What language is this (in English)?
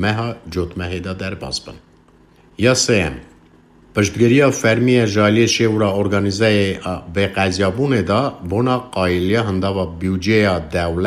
Kurdish